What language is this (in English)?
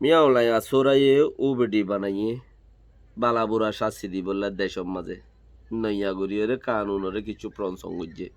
Rohingya